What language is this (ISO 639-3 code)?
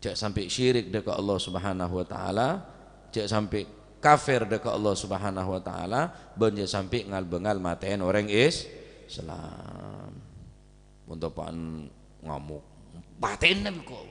mad